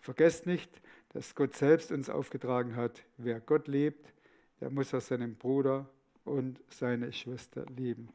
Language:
Swiss German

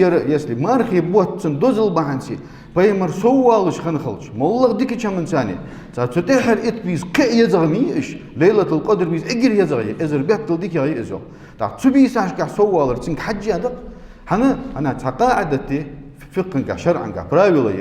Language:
Ingush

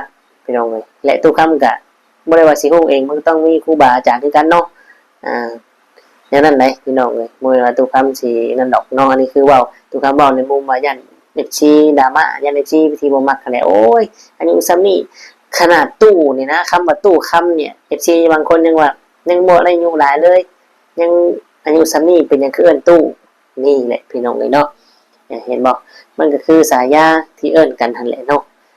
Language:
Lao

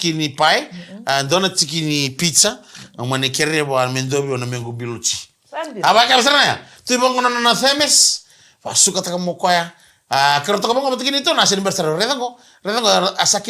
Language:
Fijian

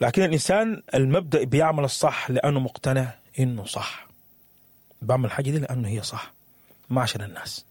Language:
Sudanese Arabic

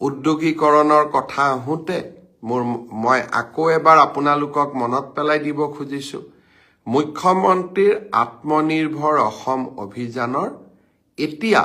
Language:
Assamese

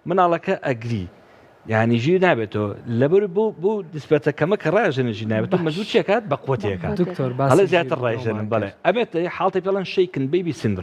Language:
Central Kurdish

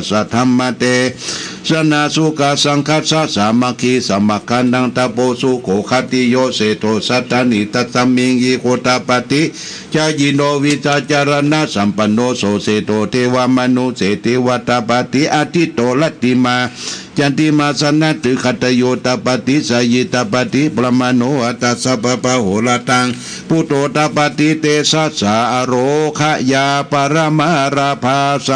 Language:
Pali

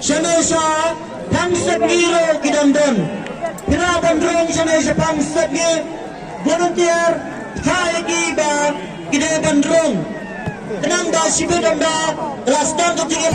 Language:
Khasi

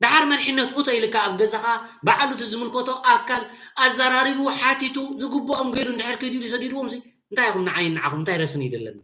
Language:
Tigrinya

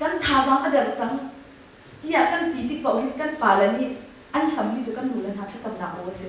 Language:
Hakha Chin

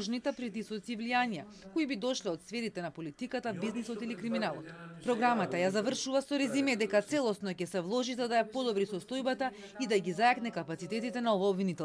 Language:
Macedonian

